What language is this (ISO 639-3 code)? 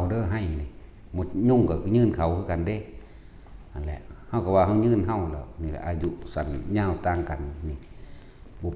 tts